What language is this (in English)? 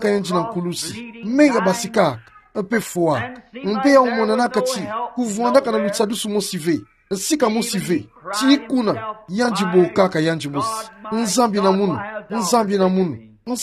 Kituba (Democratic Republic of Congo)